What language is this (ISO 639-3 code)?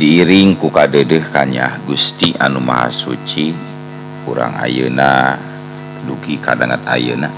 sun